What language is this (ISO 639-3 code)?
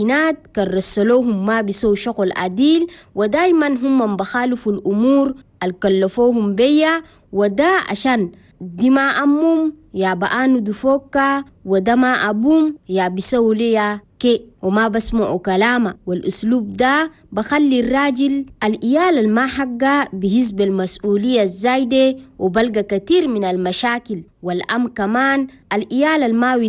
shu